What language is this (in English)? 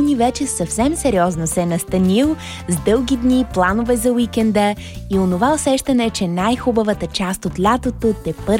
Bulgarian